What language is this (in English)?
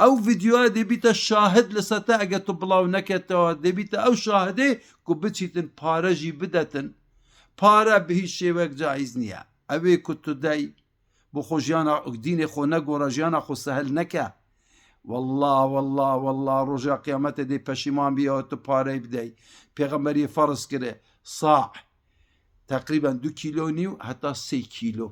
Kurdish